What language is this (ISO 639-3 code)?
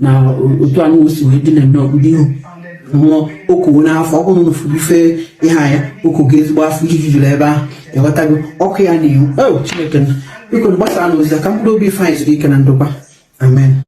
ibo